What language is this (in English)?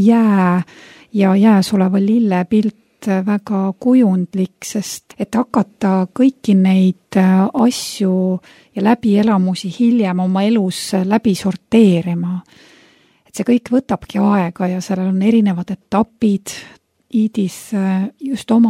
Estonian